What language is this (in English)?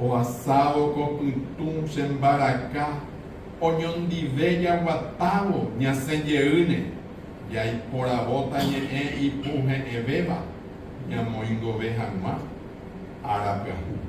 Guarani